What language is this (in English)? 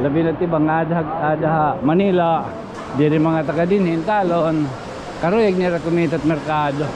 Waray